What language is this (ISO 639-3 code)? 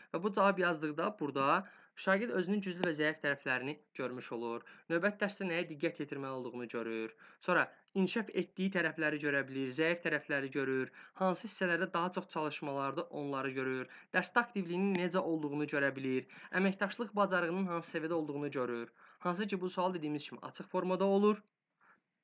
aze